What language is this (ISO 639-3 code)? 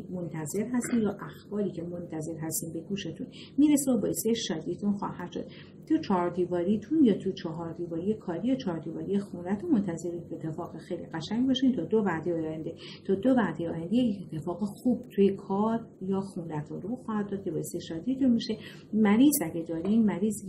fas